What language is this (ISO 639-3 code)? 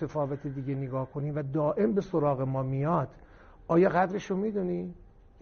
fas